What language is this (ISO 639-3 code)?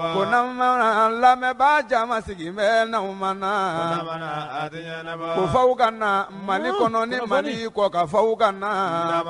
bam